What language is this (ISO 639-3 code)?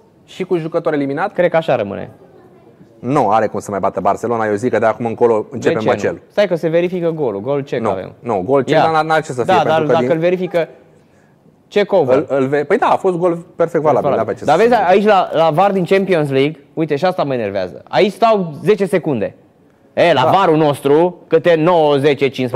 ron